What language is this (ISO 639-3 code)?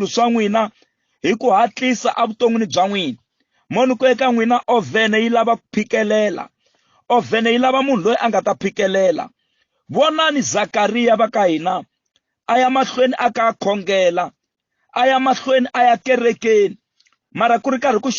tso